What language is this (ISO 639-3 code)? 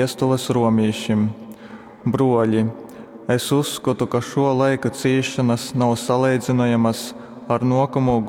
ltg